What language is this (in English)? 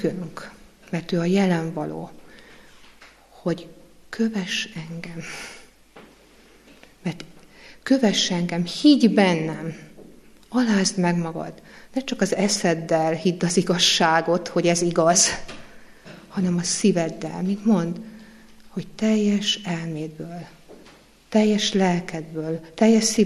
Hungarian